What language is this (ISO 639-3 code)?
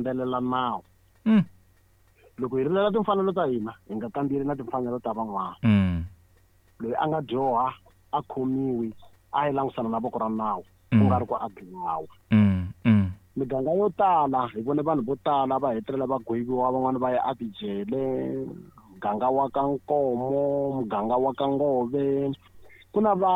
tso